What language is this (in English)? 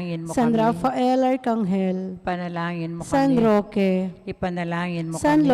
Pampanga